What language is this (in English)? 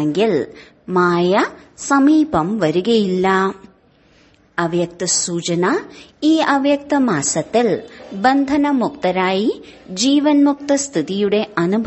Malayalam